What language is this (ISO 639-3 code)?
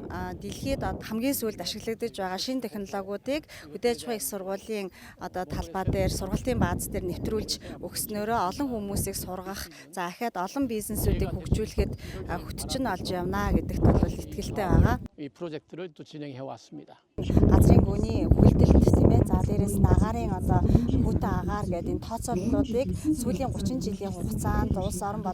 mon